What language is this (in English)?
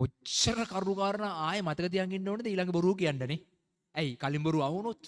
Sinhala